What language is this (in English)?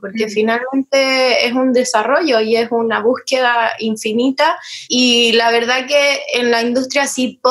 Spanish